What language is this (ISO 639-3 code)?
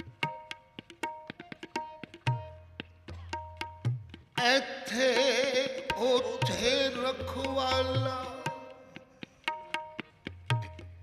pan